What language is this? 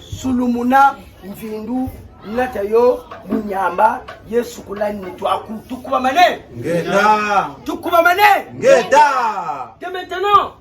Kituba (Democratic Republic of Congo)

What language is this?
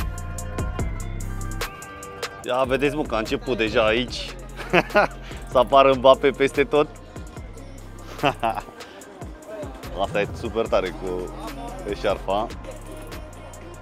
Romanian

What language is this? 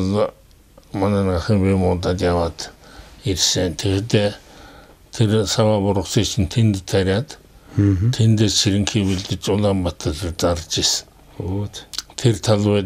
Mongolian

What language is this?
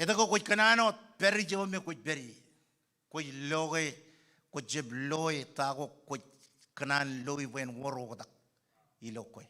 Marshallese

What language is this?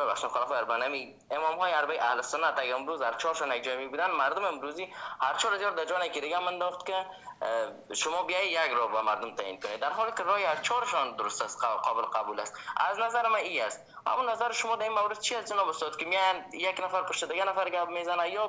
Persian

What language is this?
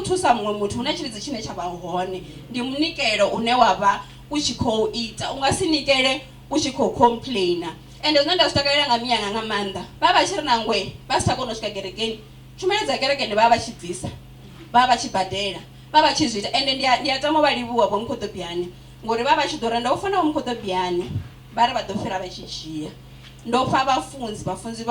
Venda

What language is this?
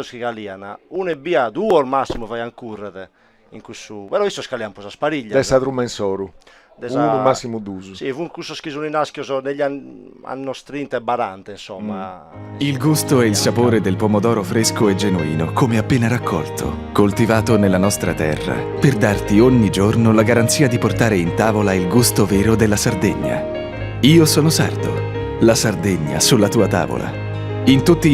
Sardinian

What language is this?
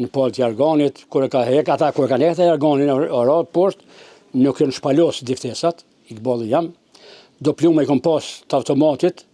Albanian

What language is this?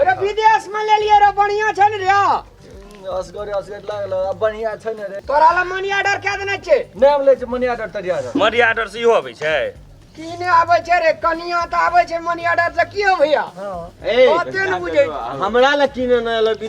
Maithili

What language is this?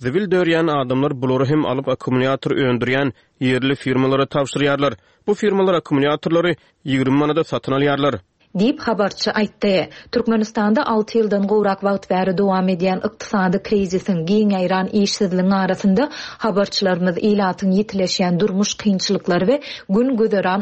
Turkmen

